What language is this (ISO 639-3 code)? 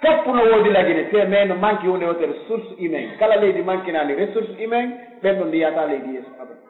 fuf